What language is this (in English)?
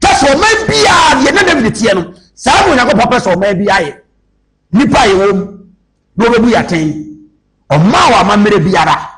Akan